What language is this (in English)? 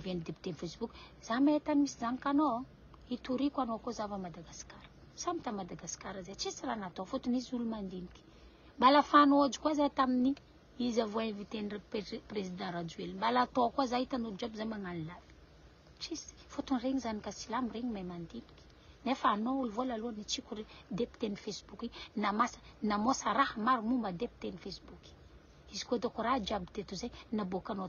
Malagasy